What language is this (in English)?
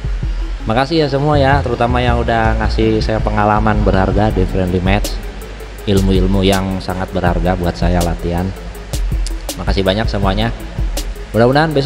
Indonesian